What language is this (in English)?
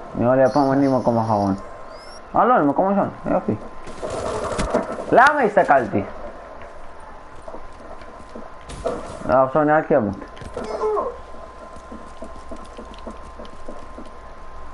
Hebrew